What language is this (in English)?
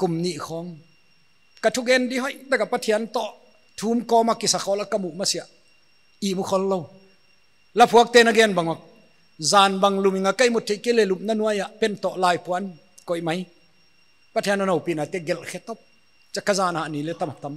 Paite Chin